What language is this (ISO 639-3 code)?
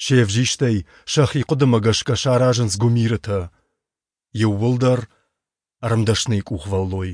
oss